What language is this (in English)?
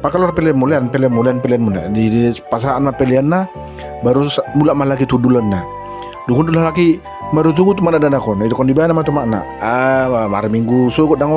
Batak Toba